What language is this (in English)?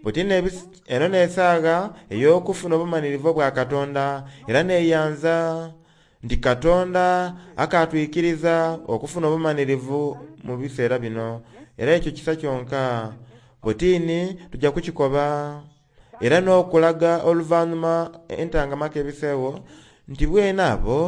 Soga